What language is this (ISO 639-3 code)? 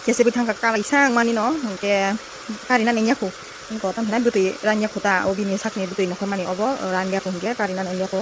trp